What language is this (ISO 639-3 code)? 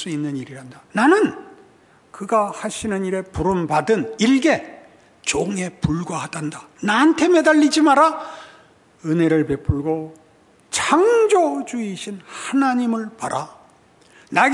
kor